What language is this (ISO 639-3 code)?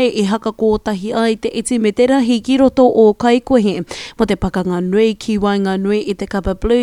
mri